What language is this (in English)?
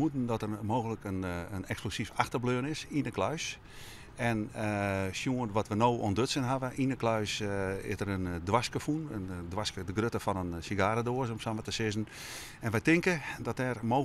Western Frisian